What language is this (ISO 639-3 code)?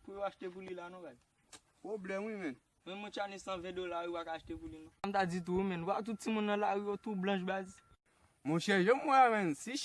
hat